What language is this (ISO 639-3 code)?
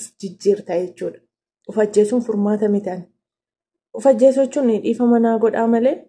orm